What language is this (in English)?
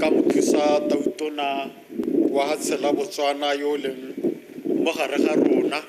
Tswana